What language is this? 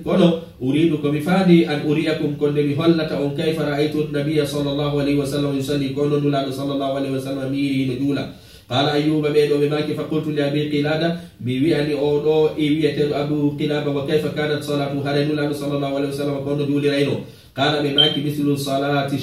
Fula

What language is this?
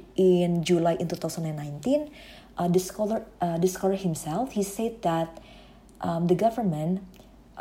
Indonesian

